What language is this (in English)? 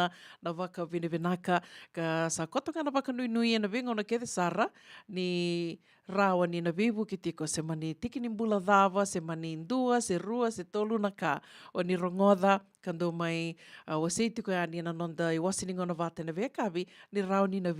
Fijian